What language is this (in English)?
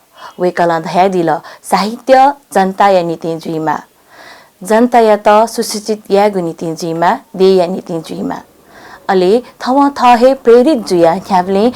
Newari